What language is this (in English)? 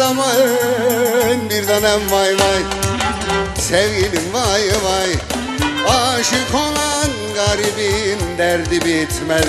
Turkish